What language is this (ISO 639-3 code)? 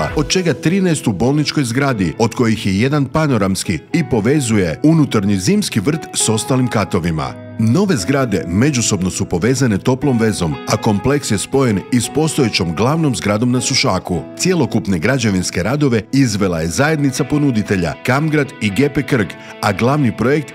hrv